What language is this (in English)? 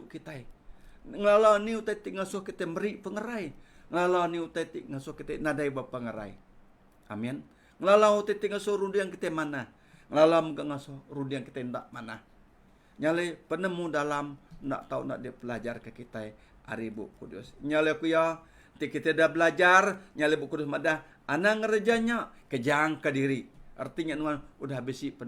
Iban